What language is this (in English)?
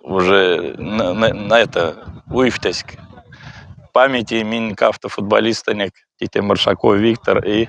Moksha